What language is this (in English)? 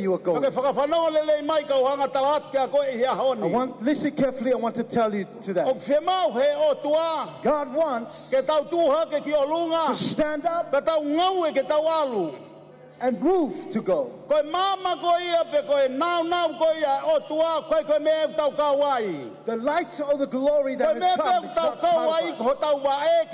Tongan